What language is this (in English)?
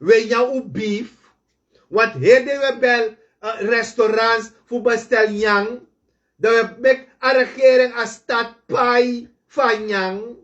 Sranan Tongo